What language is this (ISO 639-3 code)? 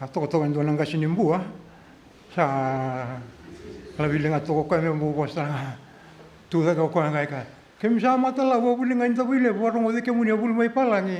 fij